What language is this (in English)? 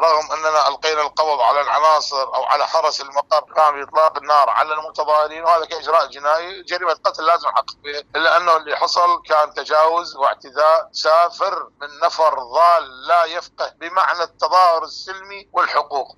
Mesopotamian Arabic